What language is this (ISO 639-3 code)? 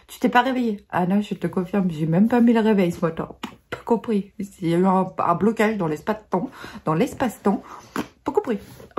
fra